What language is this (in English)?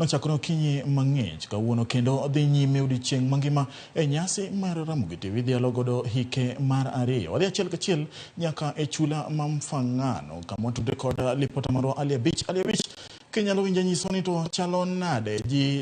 Luo (Kenya and Tanzania)